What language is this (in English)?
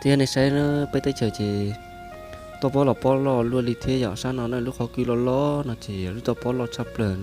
Hmong